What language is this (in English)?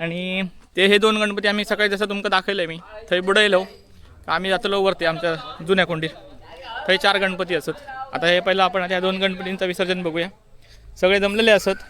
Konkani